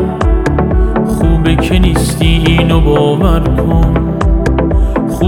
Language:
Persian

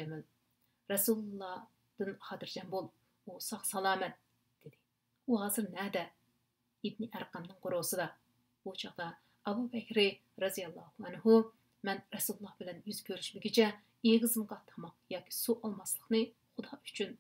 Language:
Uyghur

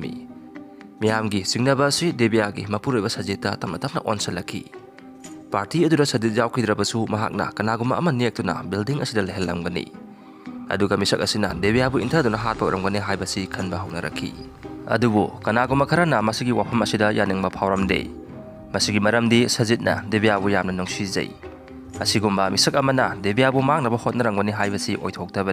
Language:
Manipuri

